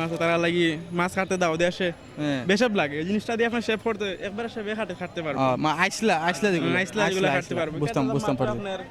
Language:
Sylheti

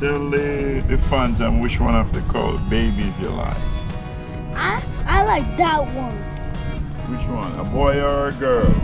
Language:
Jamaican Creole English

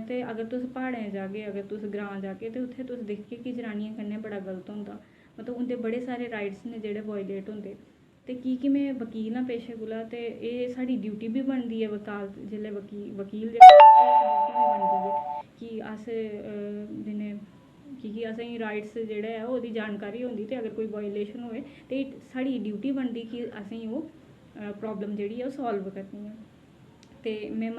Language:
Dogri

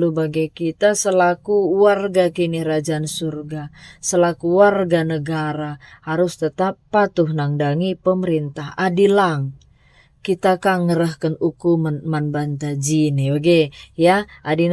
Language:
Batak Karo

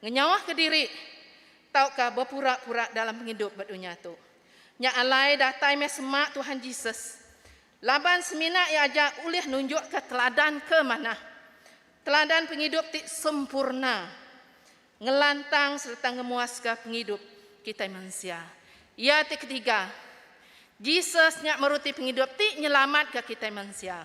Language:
Iban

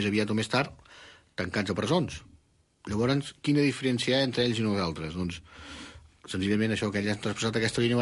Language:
Catalan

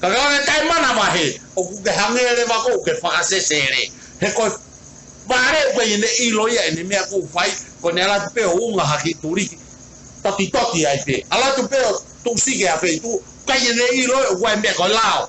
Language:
Tongan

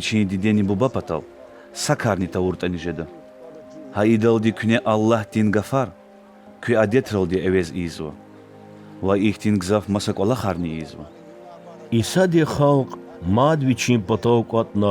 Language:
Lezghian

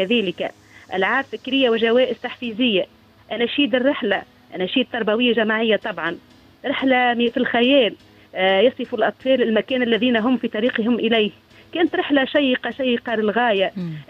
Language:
Tunisian Arabic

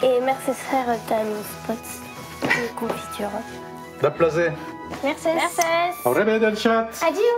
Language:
Occitan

